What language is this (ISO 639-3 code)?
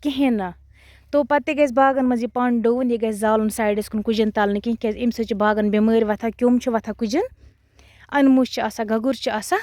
kas